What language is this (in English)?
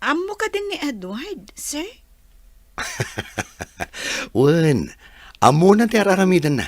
Iloko